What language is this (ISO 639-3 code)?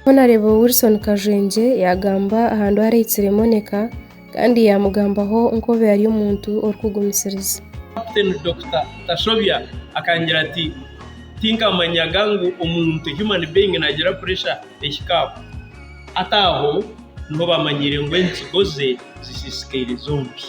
nyn